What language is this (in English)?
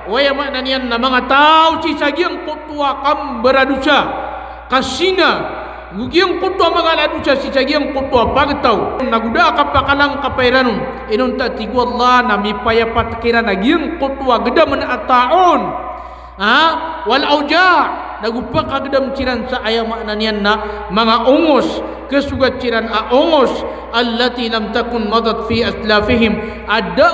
Maranao